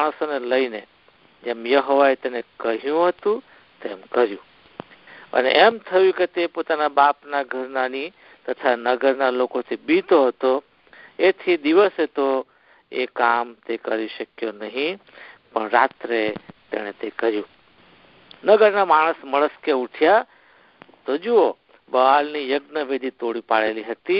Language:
Gujarati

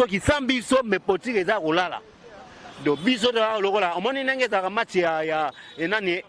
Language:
Lingala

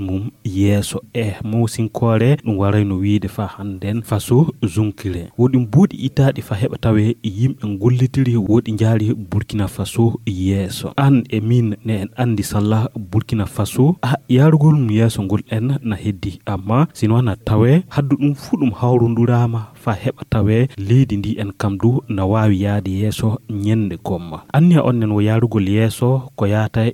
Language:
Fula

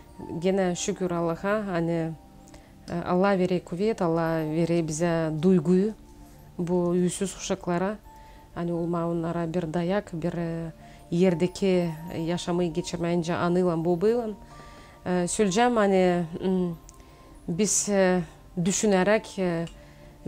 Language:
Gagauz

